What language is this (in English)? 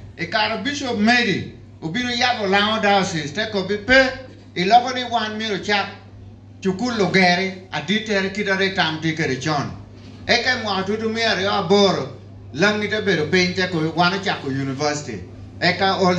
Lango (Uganda)